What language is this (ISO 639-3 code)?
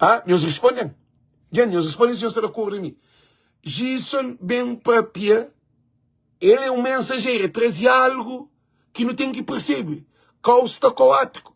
kea